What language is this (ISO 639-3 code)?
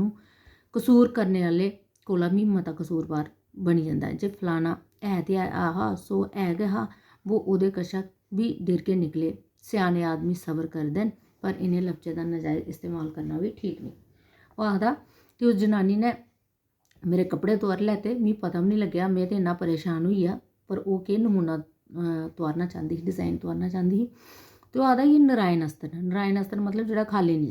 doi